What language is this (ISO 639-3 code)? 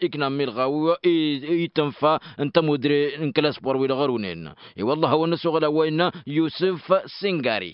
taq